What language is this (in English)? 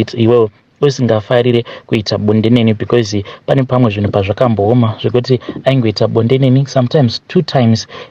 Shona